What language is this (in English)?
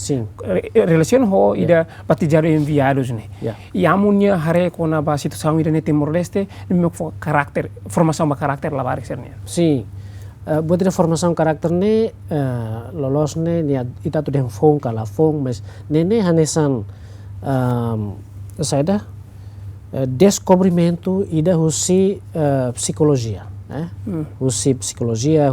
Tetum